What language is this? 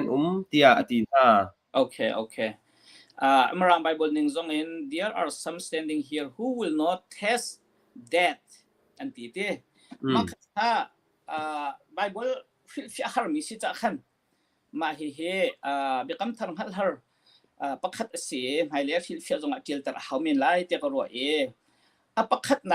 Hakha Chin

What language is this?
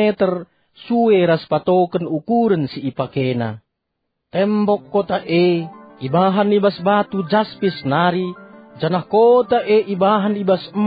Batak Karo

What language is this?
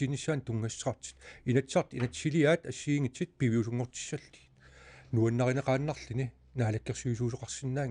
Kalaallisut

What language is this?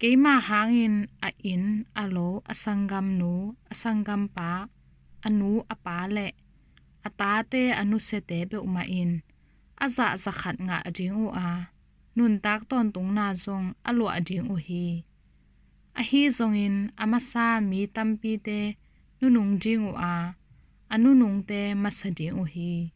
Tedim Chin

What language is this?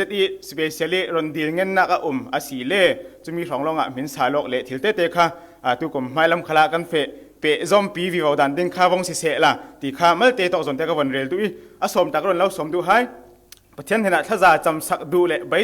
Falam Chin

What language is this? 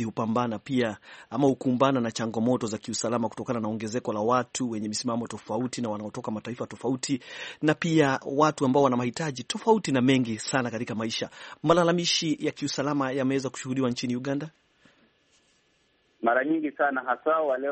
Swahili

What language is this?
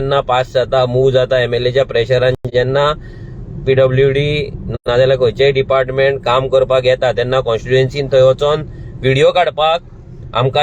Konkani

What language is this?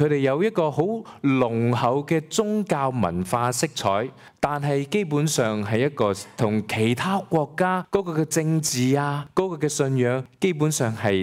Cantonese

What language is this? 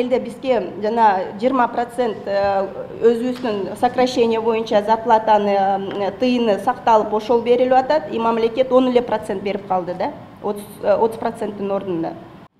Kyrgyz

